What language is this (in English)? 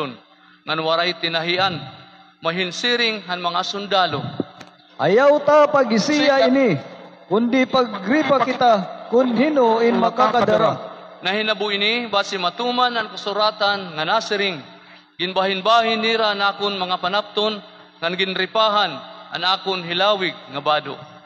Waray